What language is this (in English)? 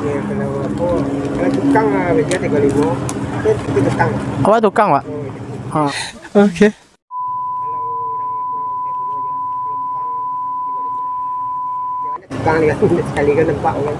Minangkabau